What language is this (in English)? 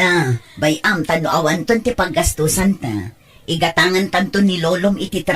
Iloko